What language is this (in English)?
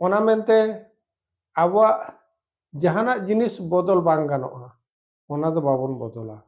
Santali